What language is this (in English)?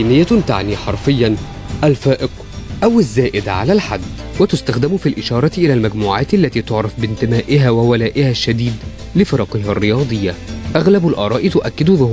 Arabic